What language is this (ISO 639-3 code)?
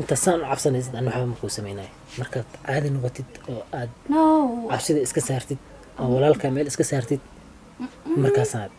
som